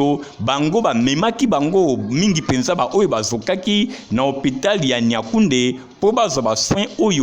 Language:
Lingala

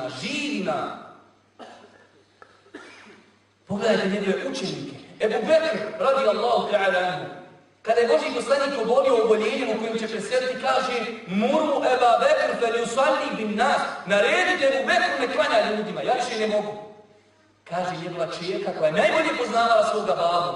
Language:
Bosnian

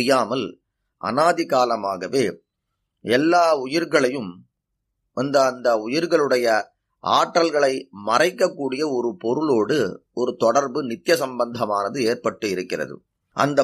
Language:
Tamil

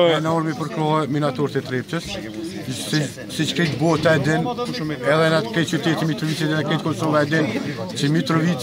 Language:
Albanian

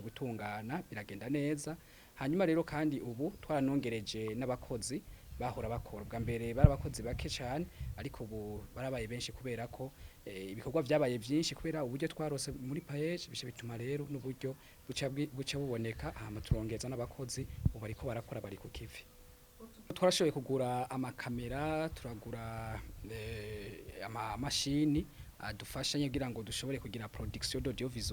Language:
Rundi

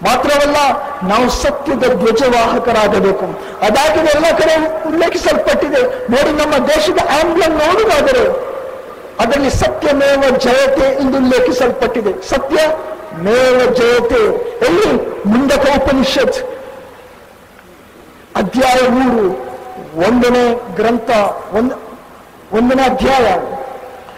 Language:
Kannada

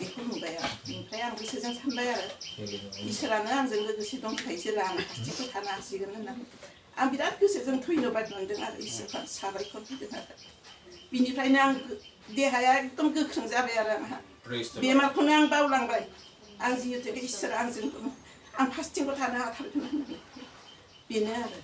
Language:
Bodo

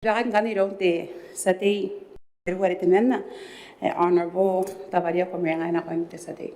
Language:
Gilbertese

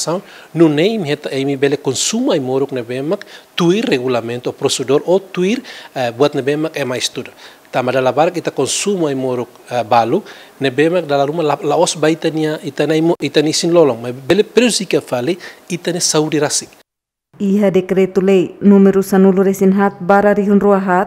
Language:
Tetum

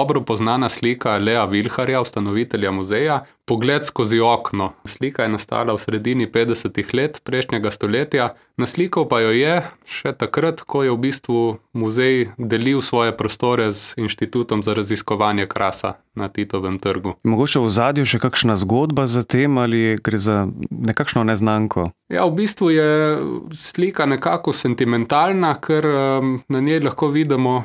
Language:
Slovenian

